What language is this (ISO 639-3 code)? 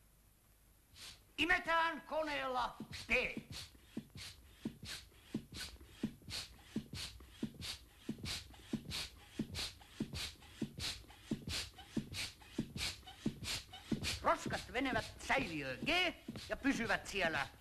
fin